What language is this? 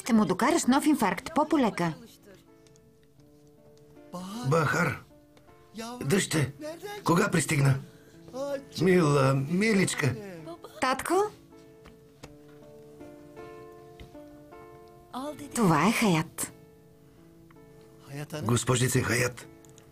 Bulgarian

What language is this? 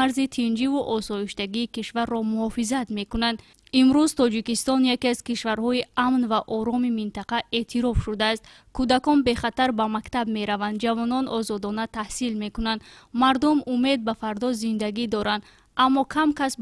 Tajik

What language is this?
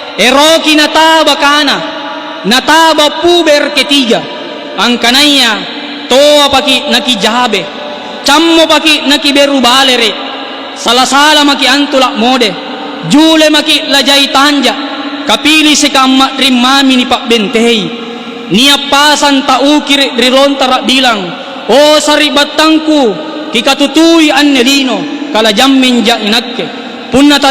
Makasar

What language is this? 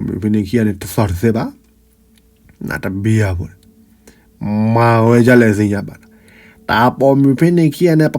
S'gaw Karen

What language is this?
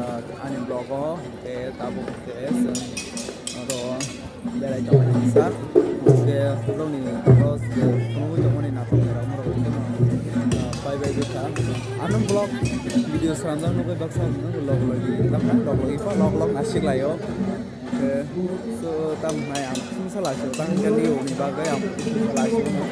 Kok Borok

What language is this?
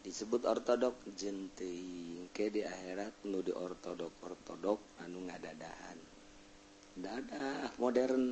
Sundanese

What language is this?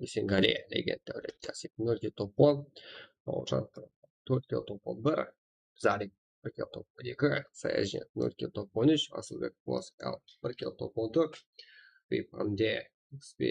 Kara-Kalpak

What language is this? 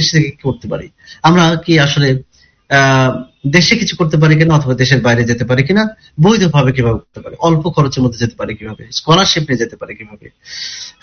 Bangla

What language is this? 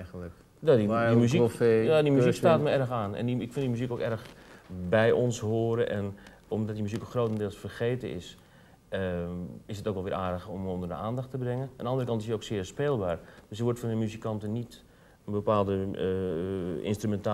Dutch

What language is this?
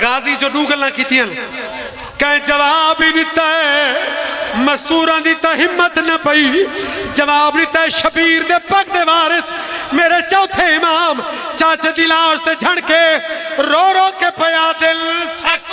Pahari-Potwari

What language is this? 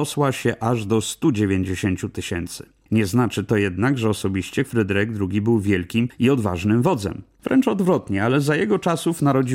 Polish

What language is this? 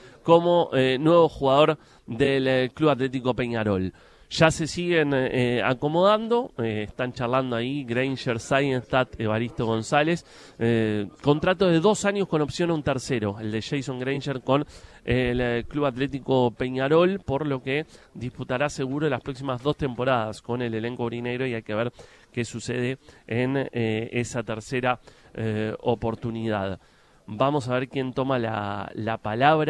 Spanish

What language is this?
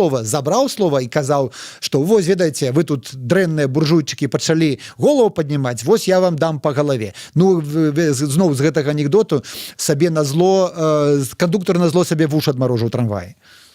Belarusian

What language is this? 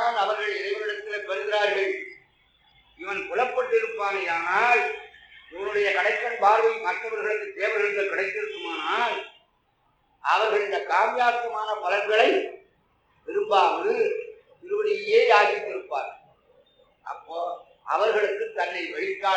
Tamil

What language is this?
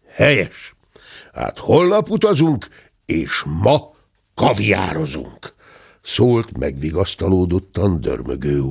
Hungarian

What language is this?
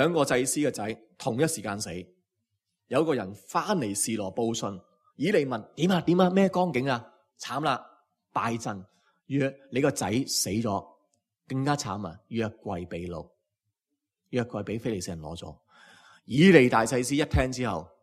Cantonese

